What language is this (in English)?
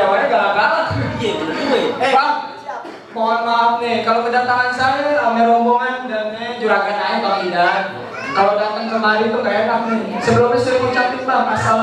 Betawi